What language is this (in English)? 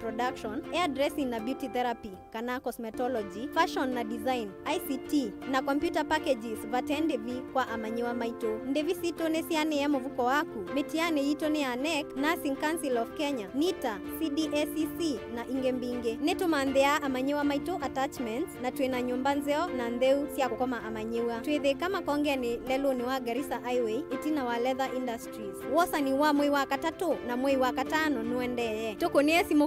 Kamba